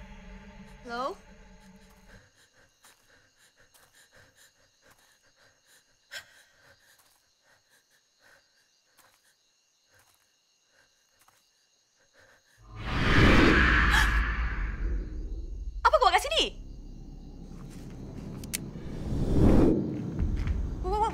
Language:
Malay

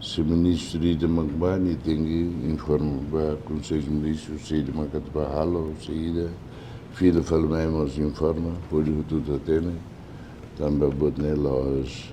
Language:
Tetum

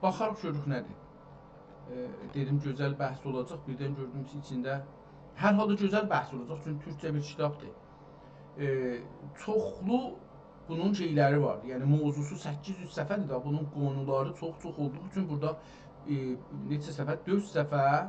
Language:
South Azerbaijani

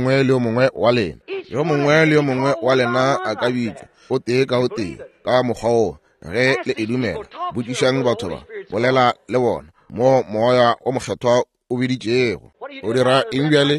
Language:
Northern Sotho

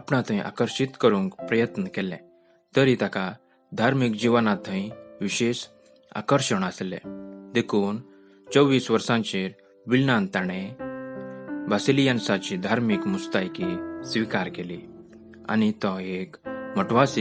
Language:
Konkani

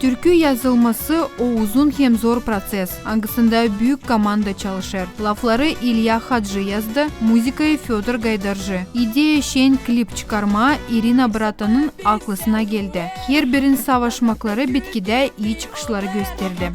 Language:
Gagauz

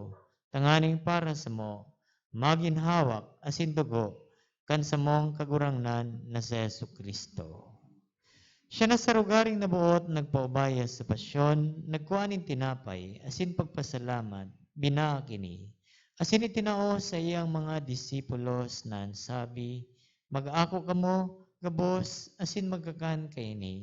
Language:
Bikol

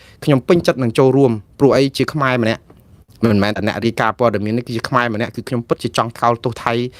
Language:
Khmer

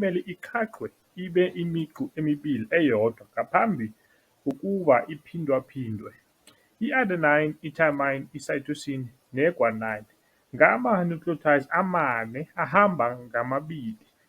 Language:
Zulu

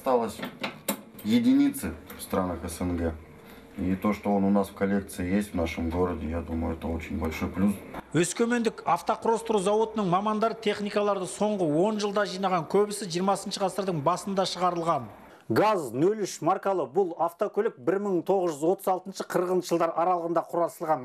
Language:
Kazakh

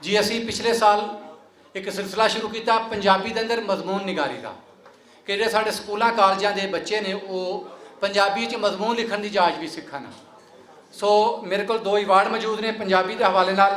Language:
Western Panjabi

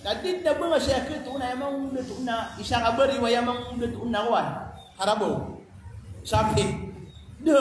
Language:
Maranao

